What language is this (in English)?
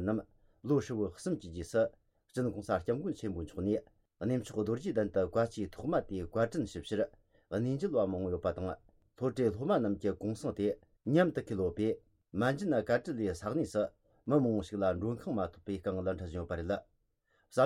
Tibetan